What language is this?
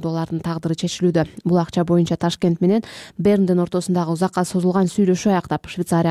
Kyrgyz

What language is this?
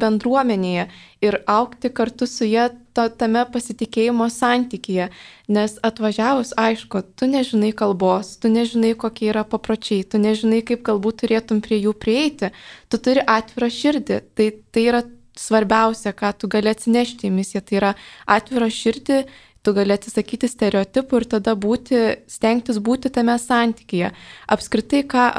Lithuanian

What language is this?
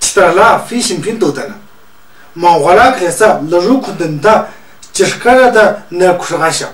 Tu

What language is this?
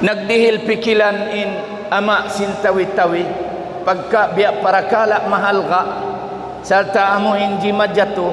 Tausug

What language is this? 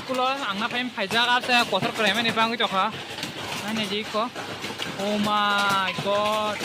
Kok Borok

